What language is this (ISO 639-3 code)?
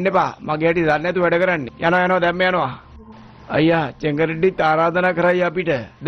sin